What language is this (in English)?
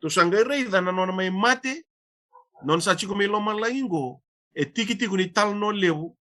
Fijian